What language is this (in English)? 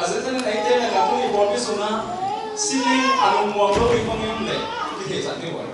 Tedim Chin